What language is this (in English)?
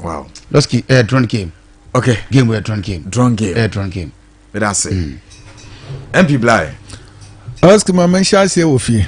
Akan